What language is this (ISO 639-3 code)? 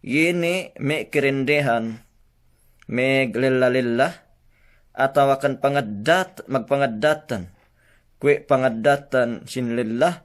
yka